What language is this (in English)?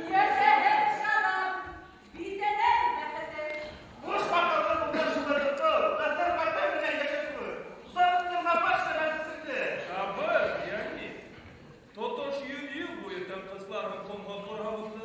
Bashkir